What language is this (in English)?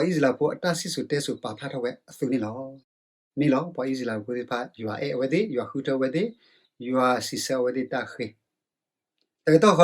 S'gaw Karen